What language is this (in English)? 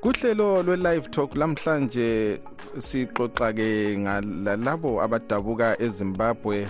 North Ndebele